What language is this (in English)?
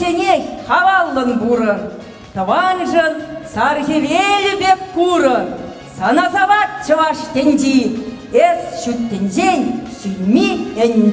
Chuvash